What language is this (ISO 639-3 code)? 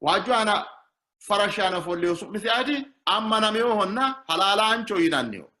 sid